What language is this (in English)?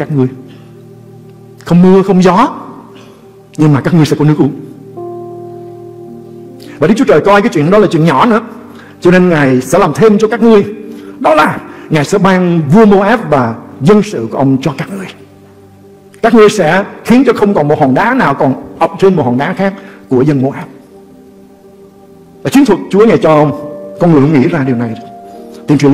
Vietnamese